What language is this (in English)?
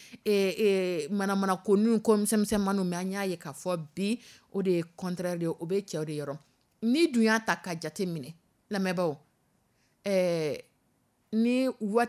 Dyula